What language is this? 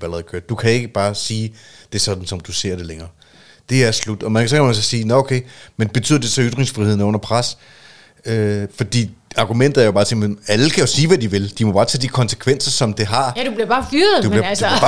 Danish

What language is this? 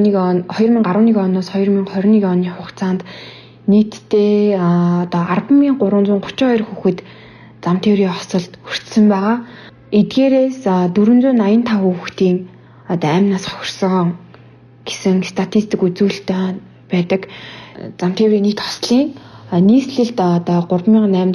Mongolian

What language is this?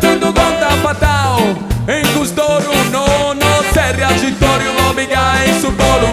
Sardinian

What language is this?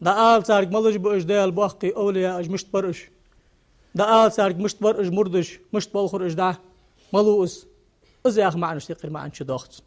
Ingush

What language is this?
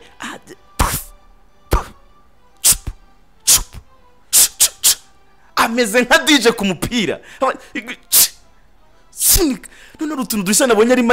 Kinyarwanda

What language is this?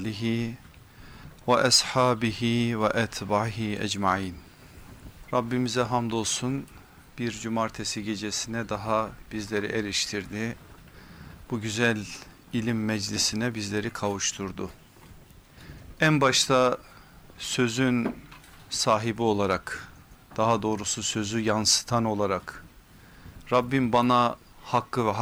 Turkish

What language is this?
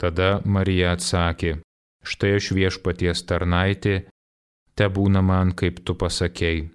Lithuanian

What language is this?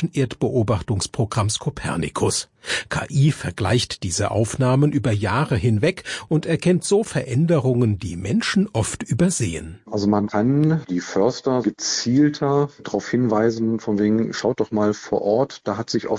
German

